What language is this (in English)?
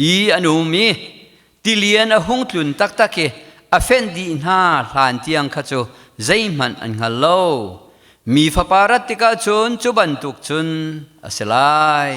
Hakha Chin